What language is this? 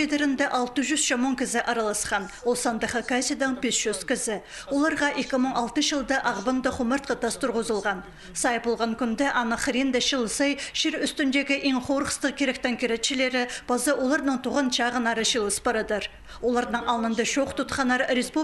Khakas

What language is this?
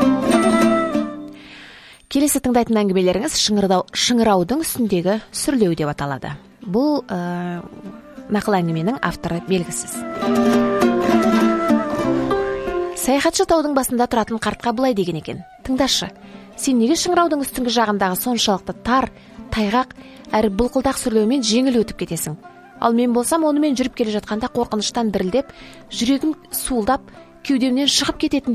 Kazakh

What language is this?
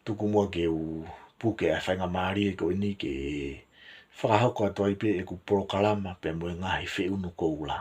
Tongan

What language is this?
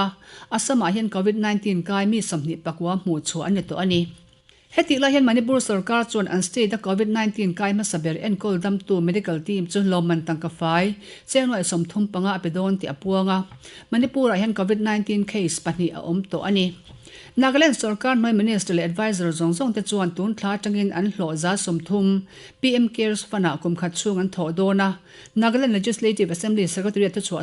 Mizo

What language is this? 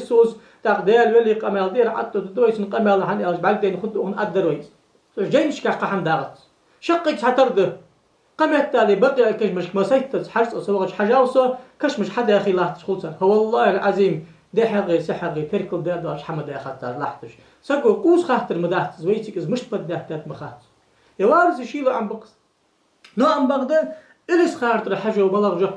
Ingush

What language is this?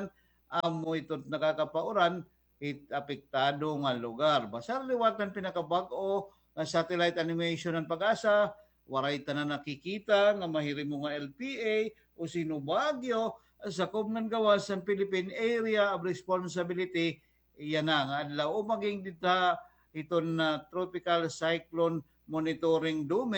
Waray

